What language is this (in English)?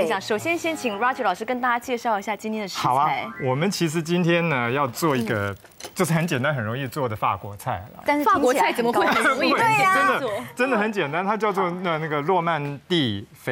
Chinese